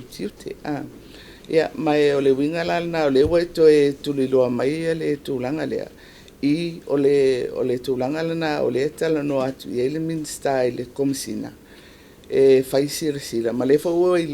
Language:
Samoan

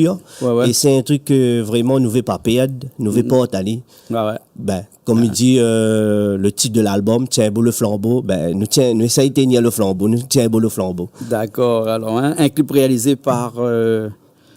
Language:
Réunion Creole French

